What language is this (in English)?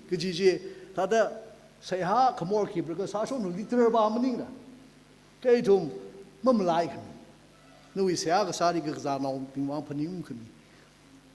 Tangkhul Naga (India)